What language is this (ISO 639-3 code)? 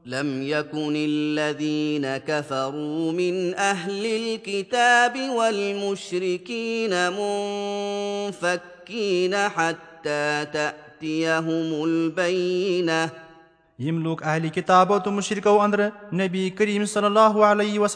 kas